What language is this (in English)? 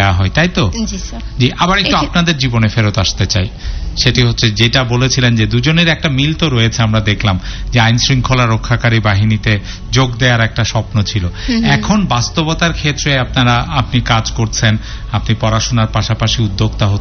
Bangla